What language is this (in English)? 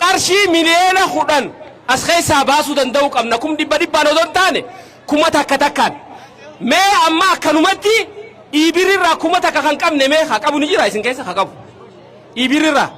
Oromo